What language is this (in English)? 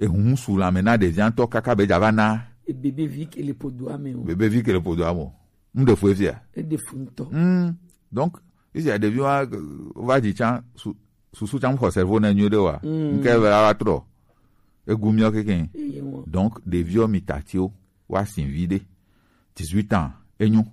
Gen